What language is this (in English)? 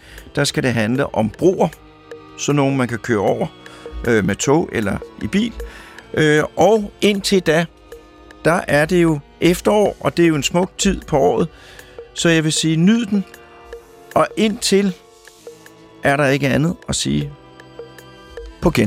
Danish